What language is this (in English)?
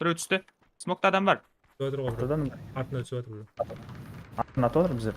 Kara-Kalpak